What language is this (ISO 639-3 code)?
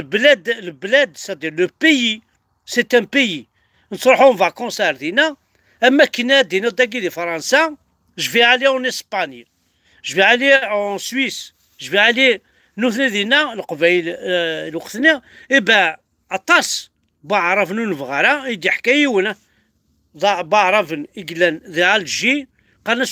kab